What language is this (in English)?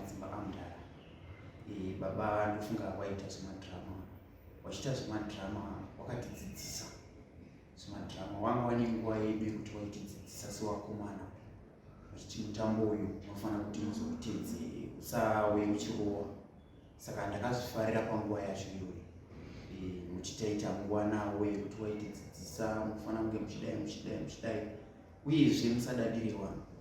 Shona